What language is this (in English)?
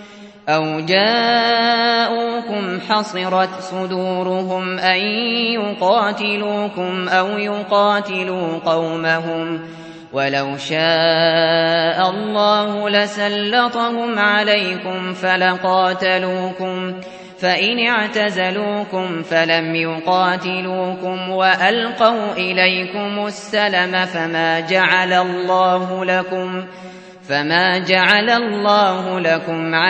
Arabic